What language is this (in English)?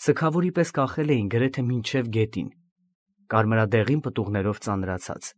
Armenian